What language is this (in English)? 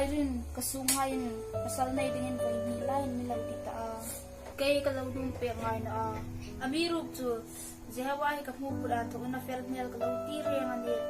Hmar